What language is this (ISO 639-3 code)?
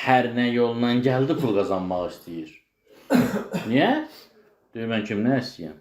aze